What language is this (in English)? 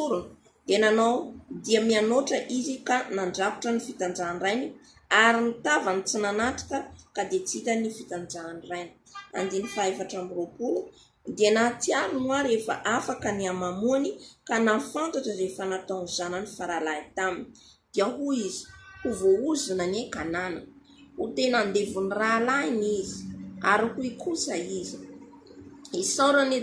Malagasy